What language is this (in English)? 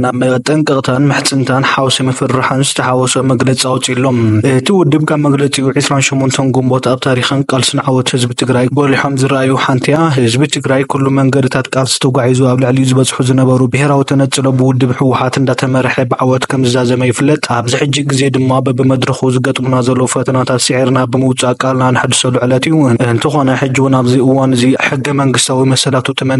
Tigrinya